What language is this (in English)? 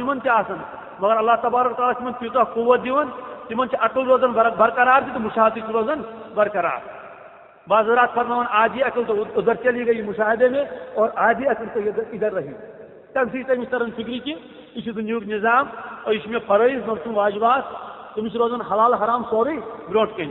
Kashmiri